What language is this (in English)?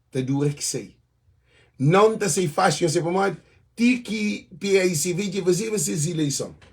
Kabuverdianu